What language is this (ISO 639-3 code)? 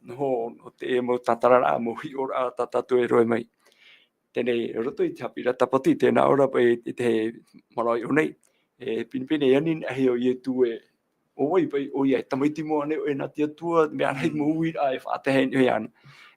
tah